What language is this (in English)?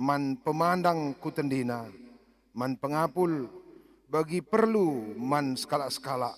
Batak Karo